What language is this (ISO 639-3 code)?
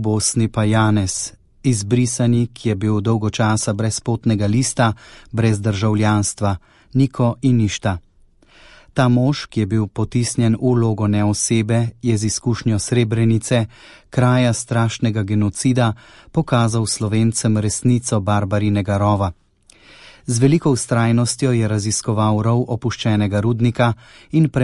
slv